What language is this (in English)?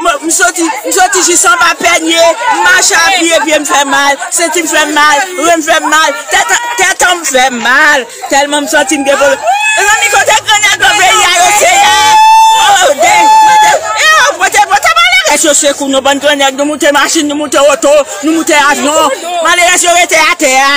Haitian Creole